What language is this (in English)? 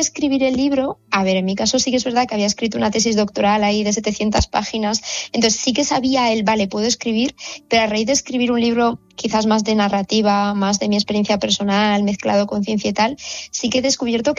Spanish